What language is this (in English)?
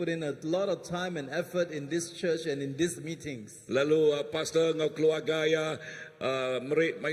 Iban